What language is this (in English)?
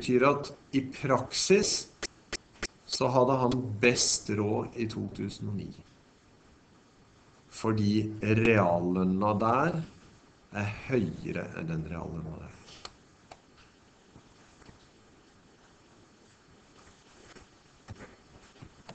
Norwegian